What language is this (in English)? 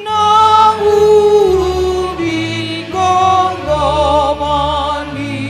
Batak Toba